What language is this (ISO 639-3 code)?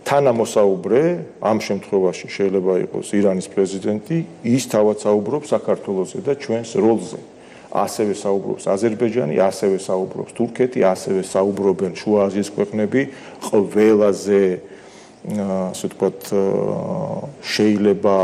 kat